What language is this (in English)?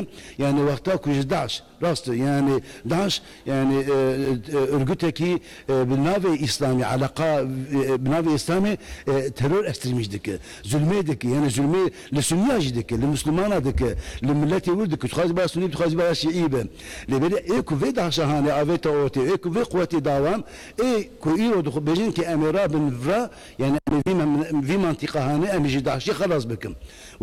Kurdish